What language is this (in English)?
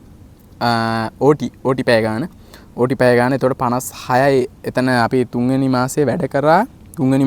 Sinhala